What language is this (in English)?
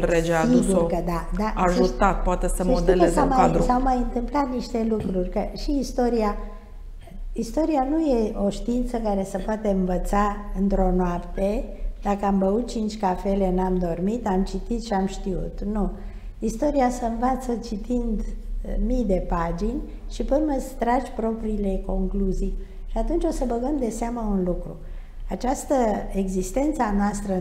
Romanian